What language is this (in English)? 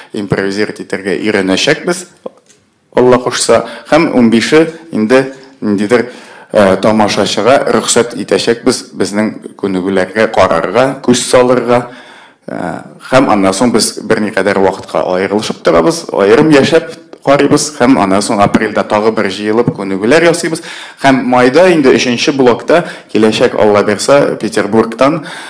Tatar